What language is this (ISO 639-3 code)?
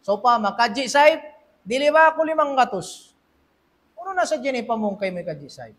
tsg